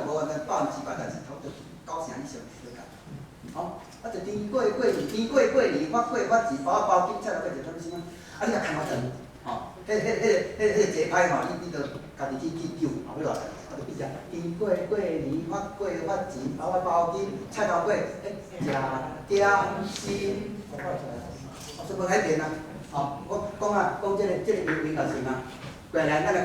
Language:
Min Nan Chinese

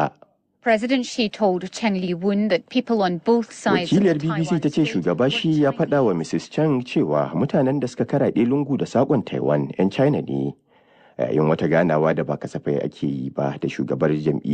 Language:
Hausa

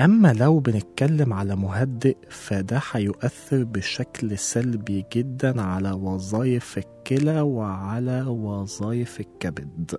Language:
Egyptian Arabic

